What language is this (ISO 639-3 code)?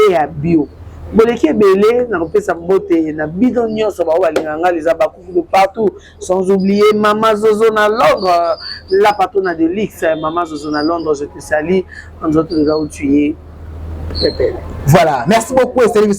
lin